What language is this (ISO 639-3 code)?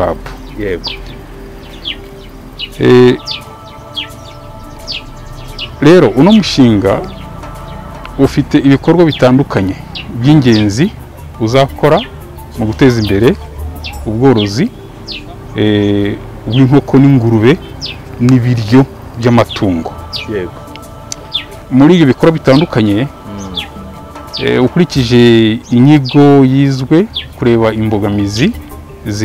kin